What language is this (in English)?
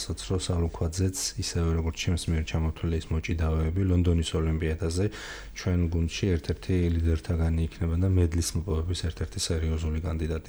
Georgian